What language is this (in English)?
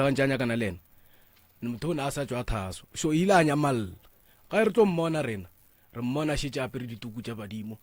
Northern Sotho